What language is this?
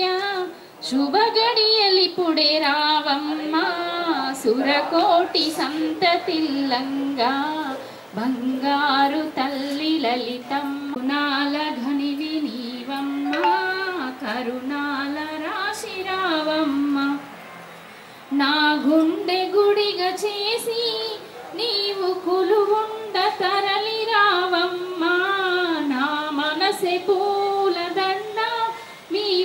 Telugu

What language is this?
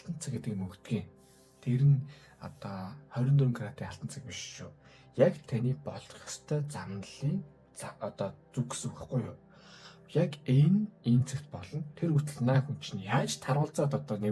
Mongolian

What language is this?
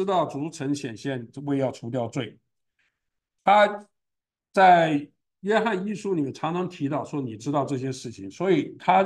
Chinese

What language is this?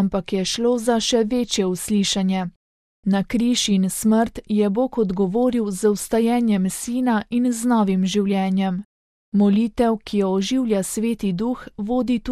Slovenian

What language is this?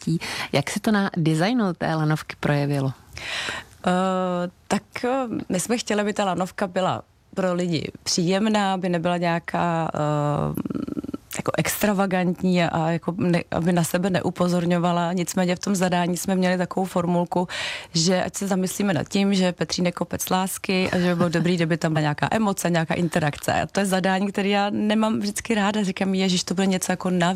Czech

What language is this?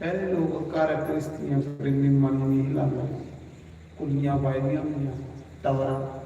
Dogri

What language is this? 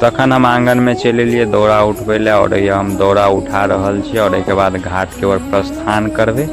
Maithili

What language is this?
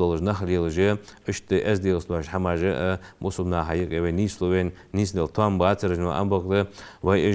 Ingush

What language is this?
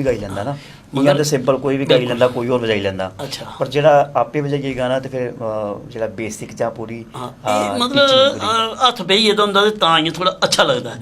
Dogri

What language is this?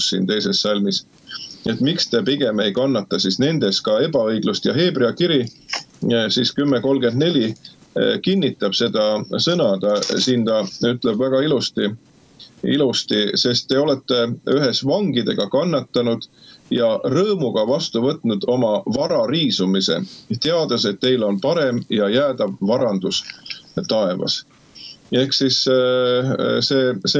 Estonian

